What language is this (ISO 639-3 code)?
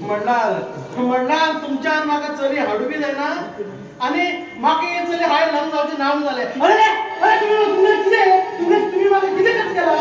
kok